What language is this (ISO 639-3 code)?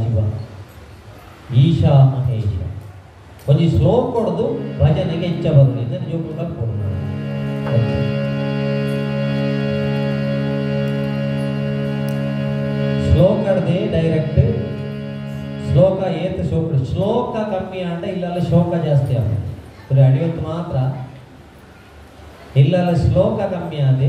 kan